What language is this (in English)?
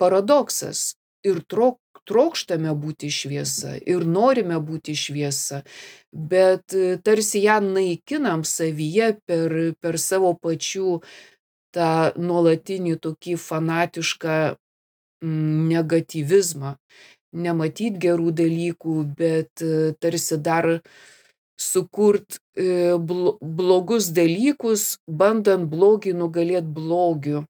Lithuanian